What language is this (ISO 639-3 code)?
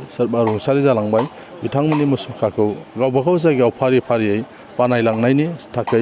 brx